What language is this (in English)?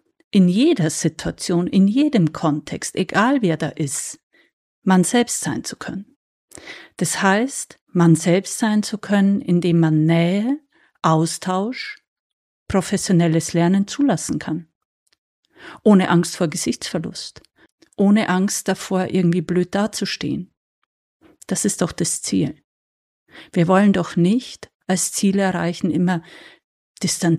German